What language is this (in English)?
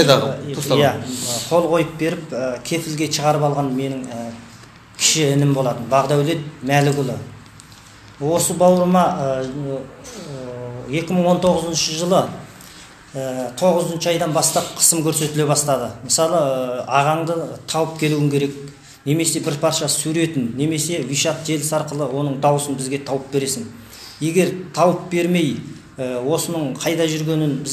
Kazakh